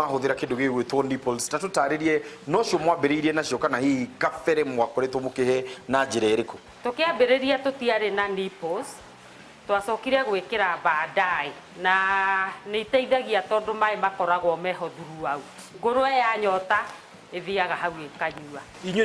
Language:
Kikuyu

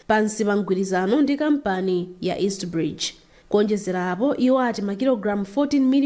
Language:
Nyanja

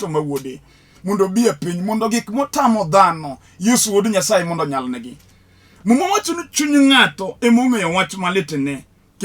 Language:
Luo (Kenya and Tanzania)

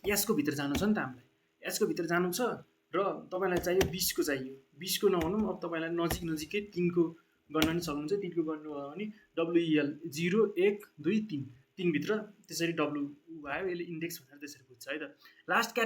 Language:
Nepali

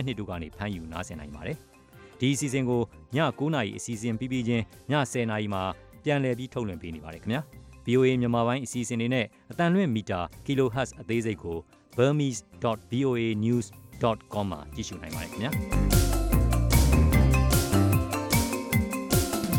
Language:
Burmese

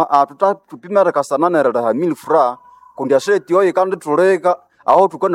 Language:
Nande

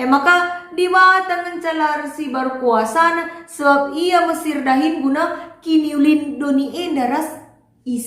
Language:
Batak Karo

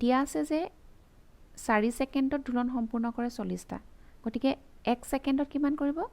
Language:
Assamese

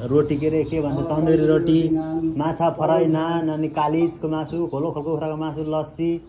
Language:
Nepali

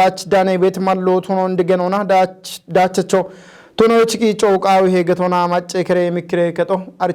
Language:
Kafa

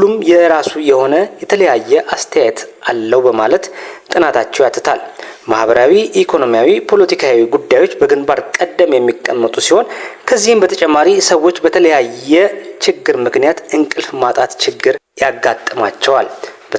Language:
Amharic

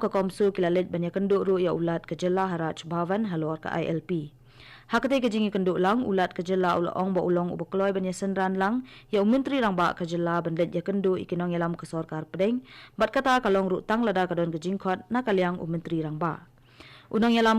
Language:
Khasi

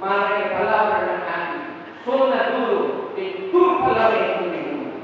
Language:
Papiamento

